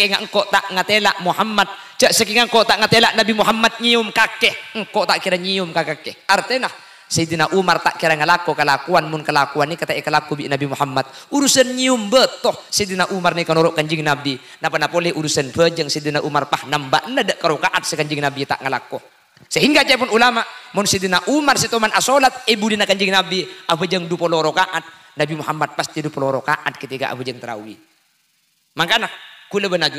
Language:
Madurese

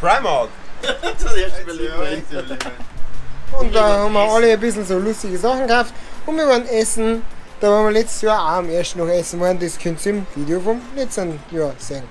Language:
Bavarian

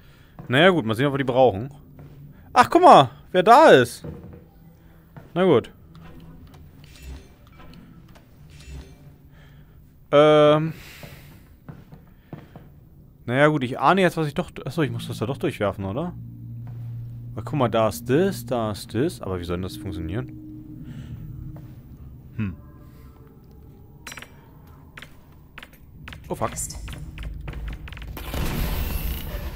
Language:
German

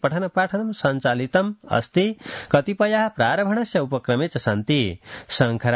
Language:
Sanskrit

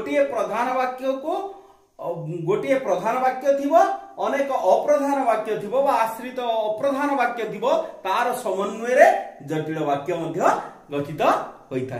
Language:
Odia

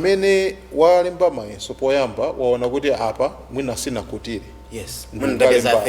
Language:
Nyanja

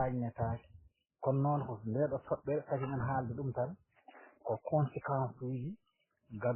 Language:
Fula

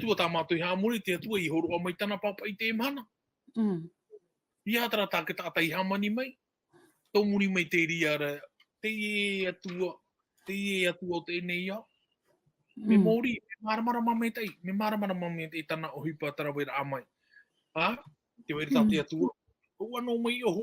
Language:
Tahitian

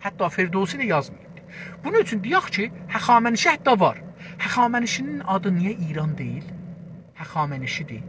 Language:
South Azerbaijani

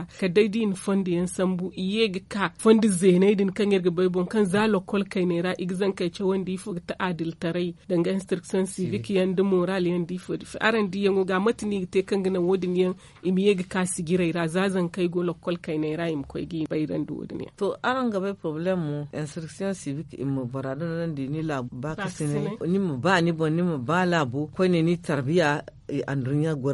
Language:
Zarma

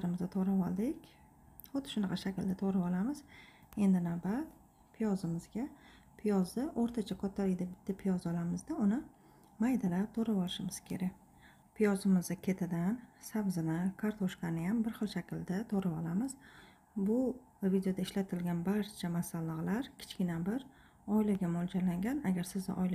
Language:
Uzbek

